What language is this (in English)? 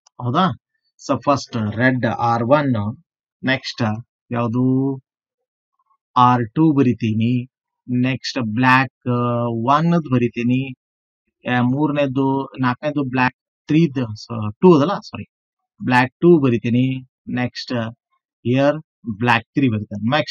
Kannada